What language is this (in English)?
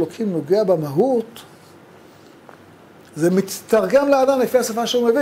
Hebrew